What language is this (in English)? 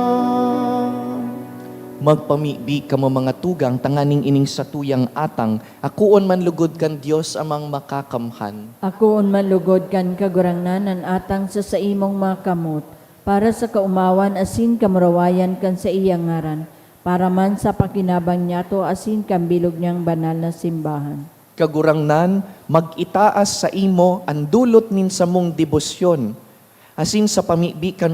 Bikol